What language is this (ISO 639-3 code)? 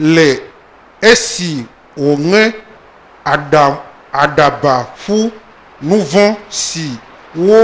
ewe